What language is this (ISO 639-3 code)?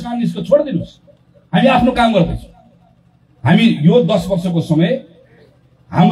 nep